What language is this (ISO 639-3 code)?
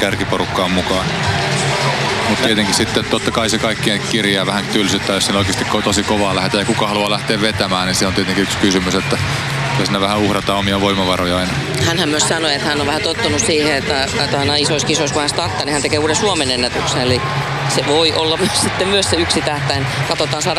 fin